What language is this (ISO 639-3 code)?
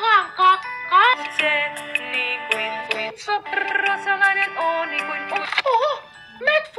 fin